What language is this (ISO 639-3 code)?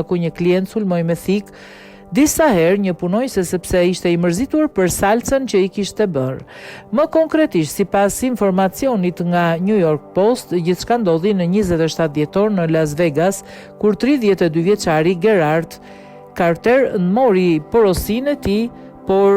sqi